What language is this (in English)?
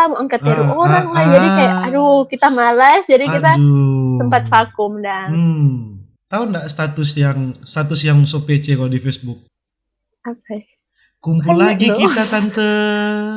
Manado Malay